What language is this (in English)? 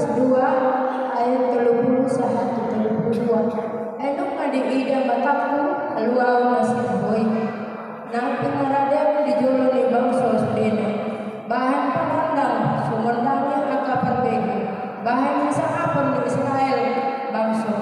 Batak Toba